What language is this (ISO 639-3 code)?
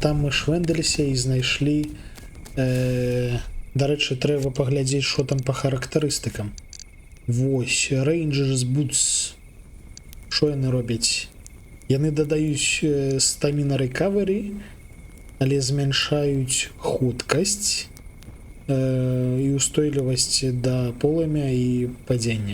bel